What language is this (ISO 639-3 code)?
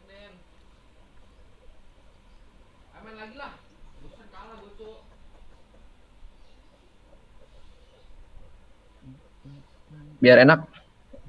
ind